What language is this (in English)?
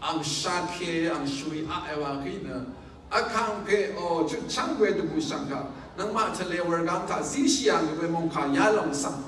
Rawang